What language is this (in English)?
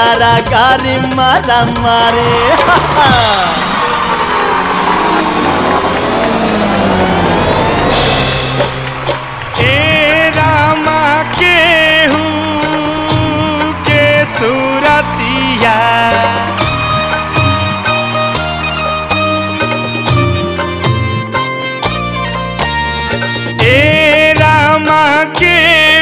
Bhojpuri